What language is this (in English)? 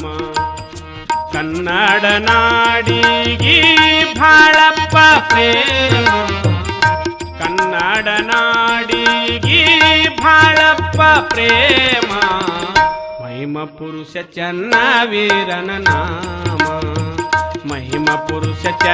Kannada